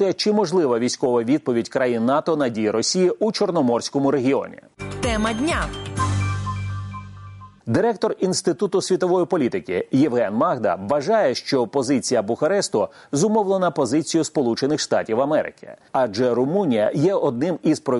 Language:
Ukrainian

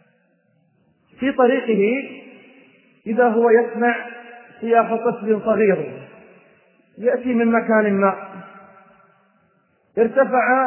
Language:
Arabic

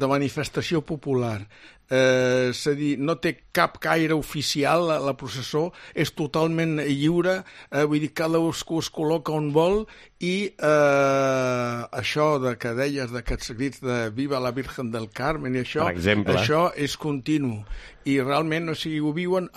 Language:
Catalan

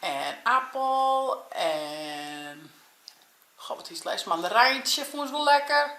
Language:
Western Frisian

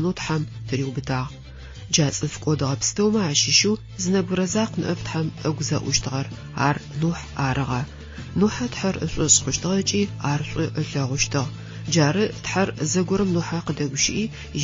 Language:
Adyghe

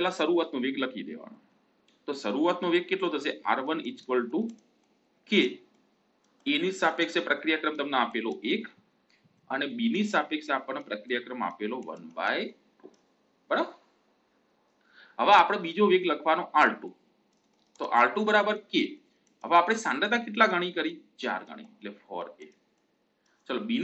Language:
Gujarati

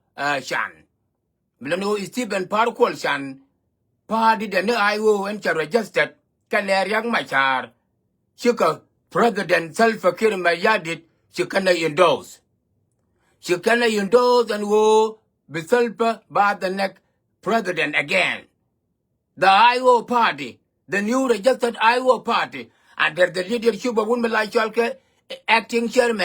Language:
Nuer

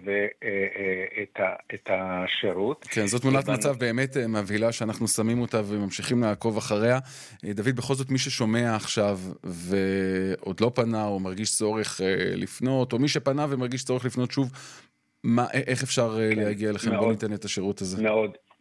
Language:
Hebrew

